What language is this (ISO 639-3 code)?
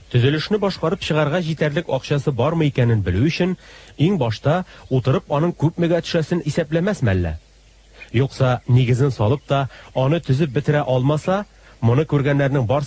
tat